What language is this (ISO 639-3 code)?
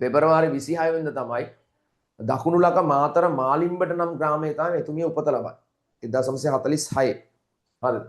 sin